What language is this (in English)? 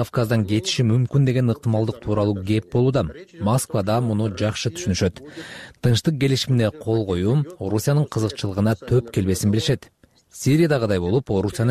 Kyrgyz